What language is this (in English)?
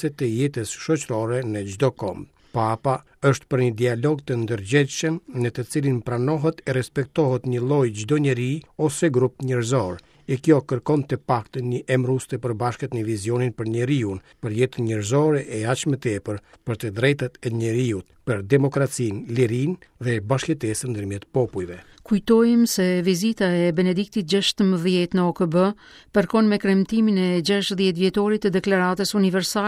Albanian